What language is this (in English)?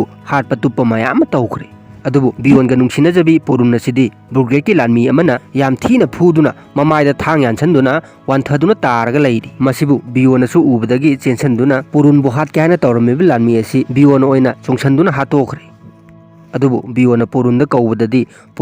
Manipuri